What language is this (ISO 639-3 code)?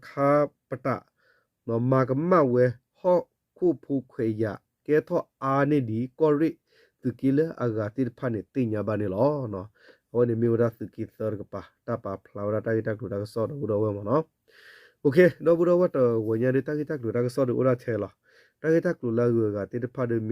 ksw